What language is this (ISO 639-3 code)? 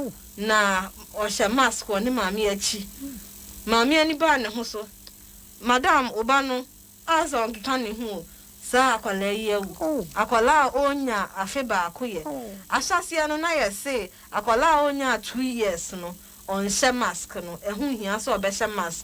aka